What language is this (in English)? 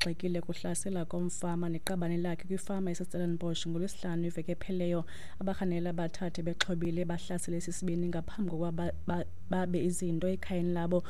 Xhosa